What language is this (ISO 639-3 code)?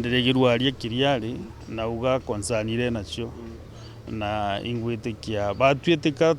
mer